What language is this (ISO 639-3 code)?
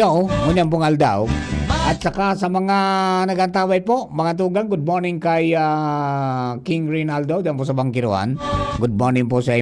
bik